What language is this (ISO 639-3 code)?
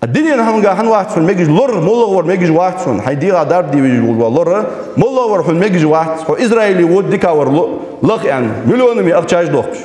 inh